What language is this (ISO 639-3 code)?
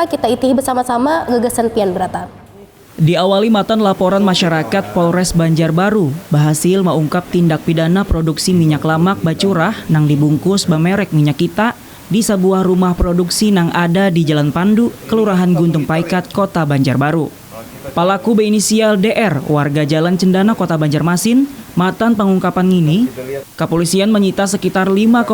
bjn